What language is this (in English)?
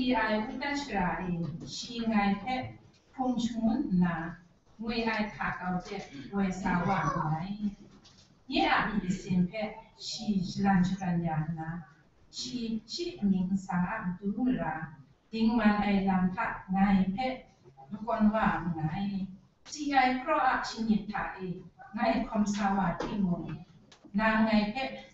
Kachin